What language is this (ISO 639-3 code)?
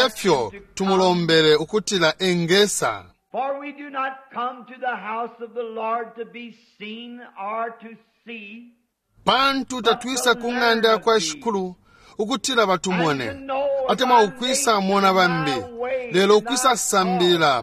bem